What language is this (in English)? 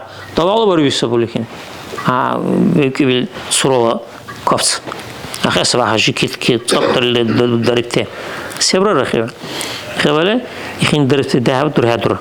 Dargwa